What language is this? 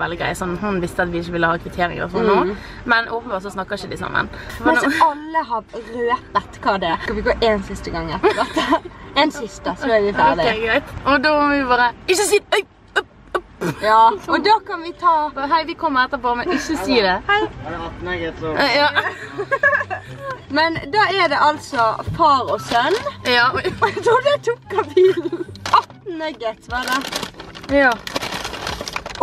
Norwegian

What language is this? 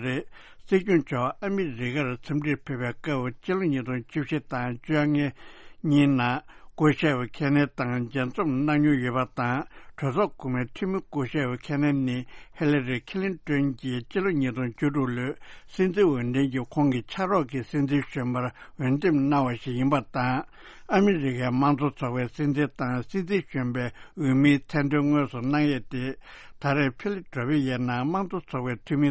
Tibetan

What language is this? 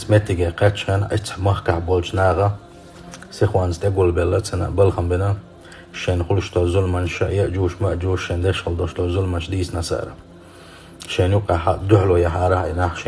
Chechen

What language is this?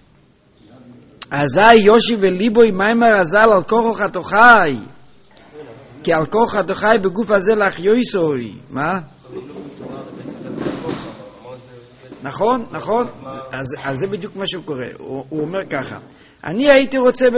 Hebrew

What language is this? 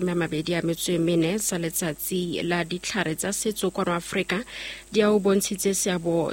Southern Sotho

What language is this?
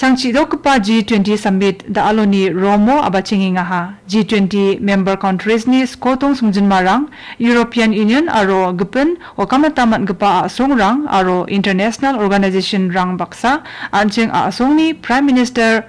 Garo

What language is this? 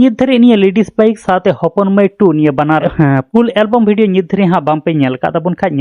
Santali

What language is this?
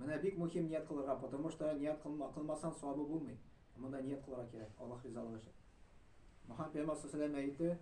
Tatar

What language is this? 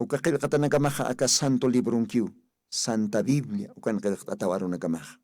Aymara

